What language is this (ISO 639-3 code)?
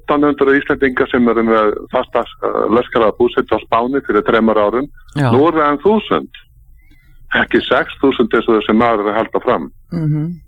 isl